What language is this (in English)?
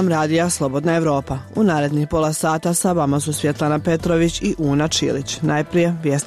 Bosnian